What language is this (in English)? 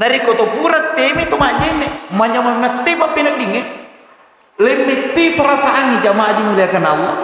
Buginese